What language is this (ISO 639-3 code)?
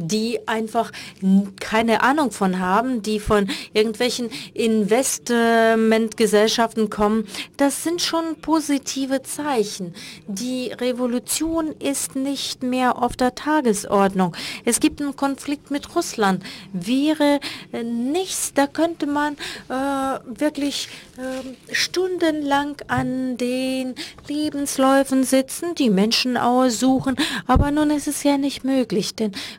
deu